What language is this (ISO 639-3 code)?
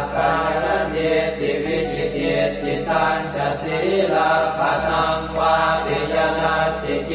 pli